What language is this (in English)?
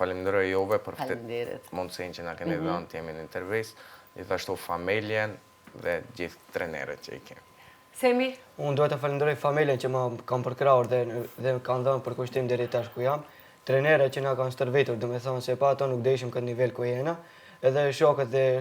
Albanian